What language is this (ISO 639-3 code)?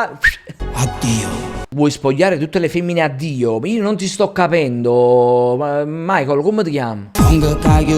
nap